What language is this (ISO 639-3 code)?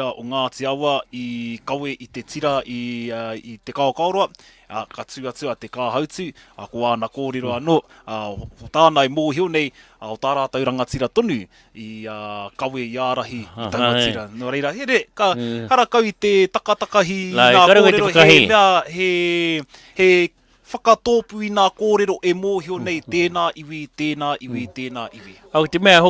mri